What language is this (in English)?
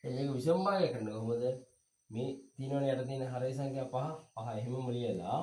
Sinhala